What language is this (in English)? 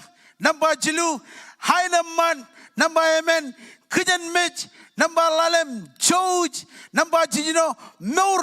Marshallese